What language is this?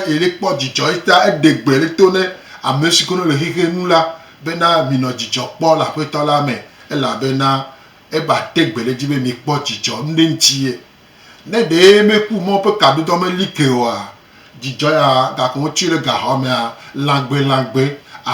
Gen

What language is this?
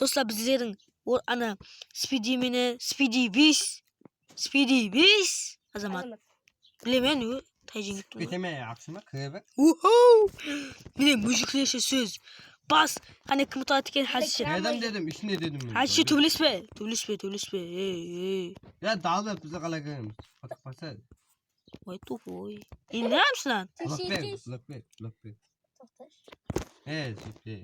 Kara-Kalpak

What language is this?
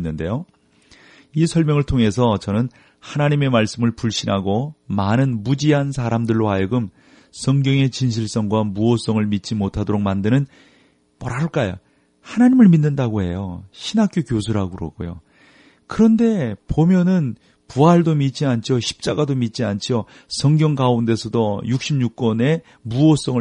Korean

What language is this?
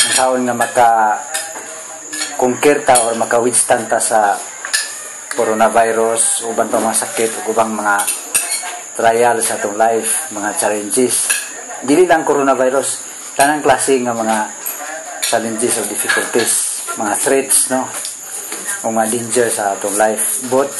Cebuano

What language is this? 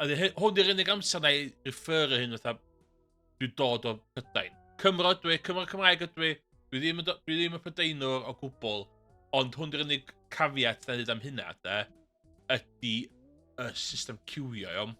Welsh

